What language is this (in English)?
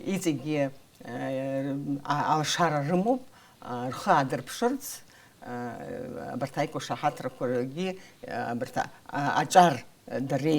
Abkhazian